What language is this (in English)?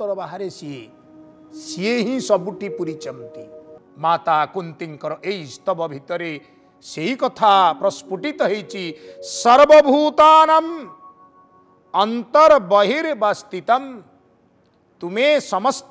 Odia